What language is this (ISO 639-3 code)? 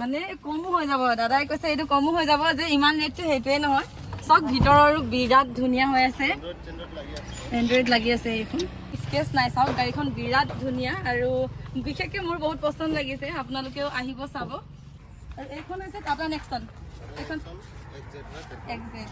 asm